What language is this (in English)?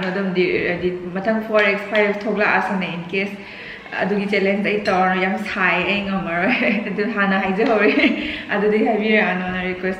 Manipuri